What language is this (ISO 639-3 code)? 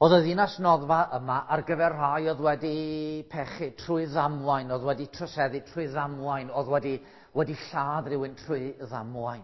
cym